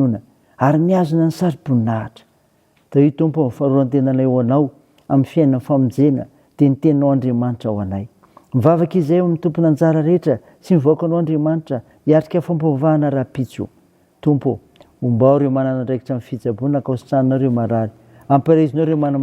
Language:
Malagasy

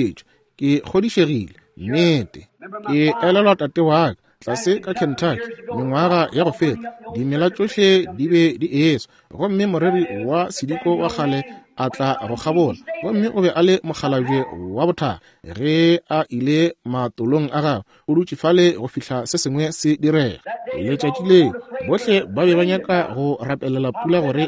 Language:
Northern Sotho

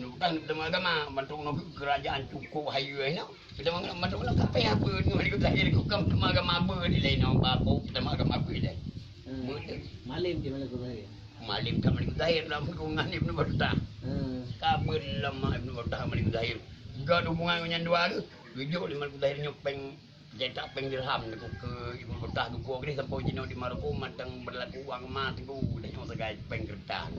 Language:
Achinese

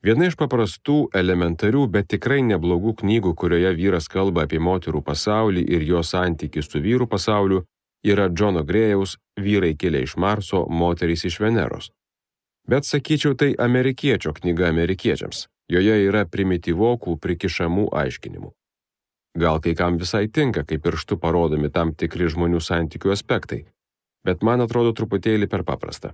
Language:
Lithuanian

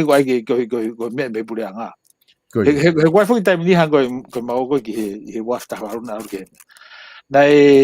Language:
Tongan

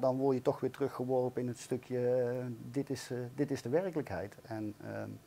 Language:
Dutch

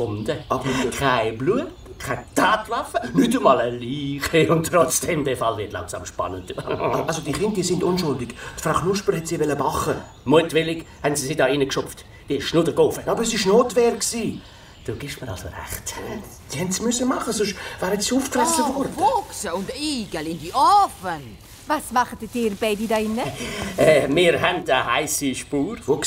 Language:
Swiss German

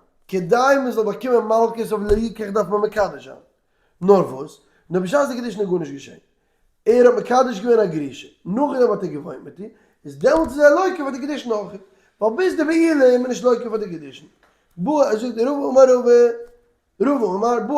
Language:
Yiddish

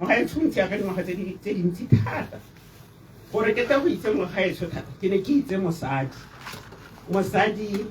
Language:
Tswana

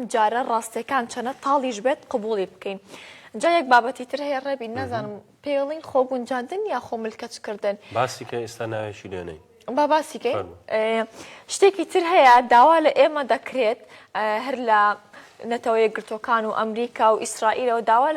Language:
Central Kurdish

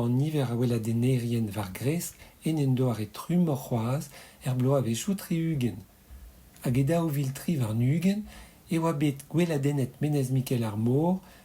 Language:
Breton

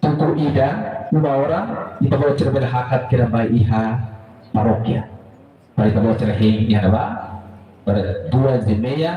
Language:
Tetum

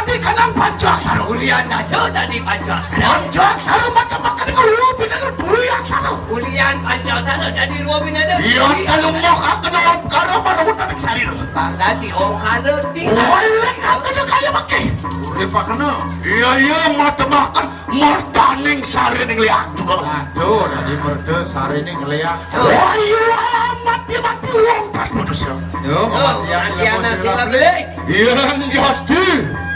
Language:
Balinese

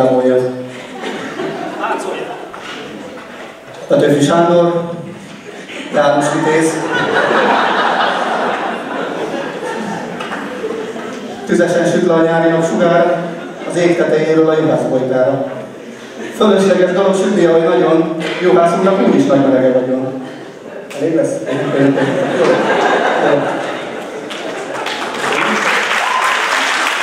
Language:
Hungarian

